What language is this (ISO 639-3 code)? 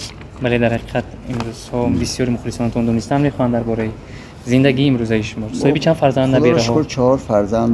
tgk